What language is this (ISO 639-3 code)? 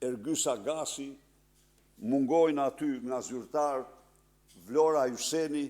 sqi